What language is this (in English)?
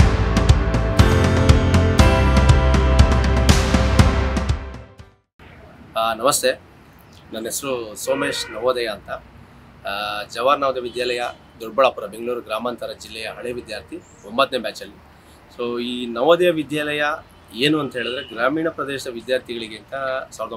Kannada